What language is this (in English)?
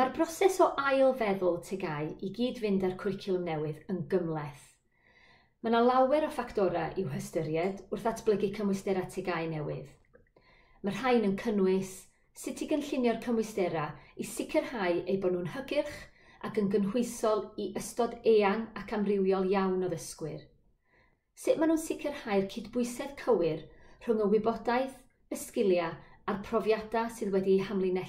Welsh